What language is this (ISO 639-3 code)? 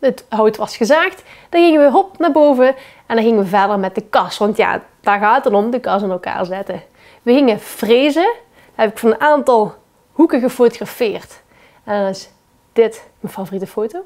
lim